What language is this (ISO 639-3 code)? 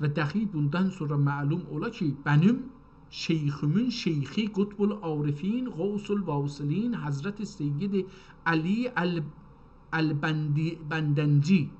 azb